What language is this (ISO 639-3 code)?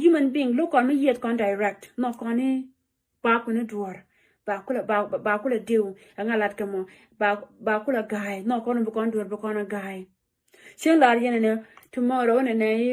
nus